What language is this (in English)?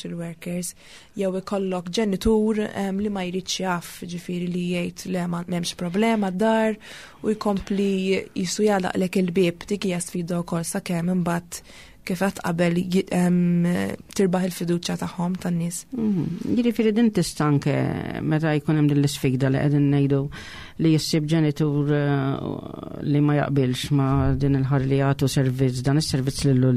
Maltese